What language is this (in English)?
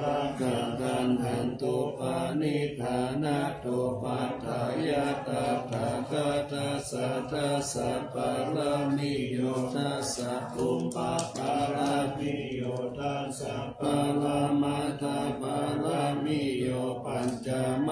Pali